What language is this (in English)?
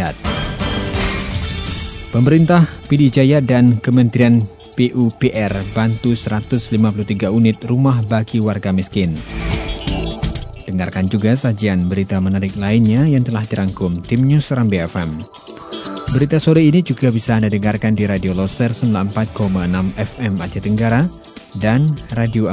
Indonesian